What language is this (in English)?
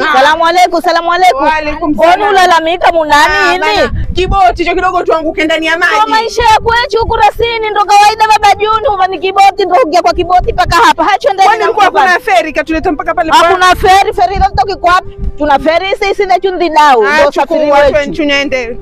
Swahili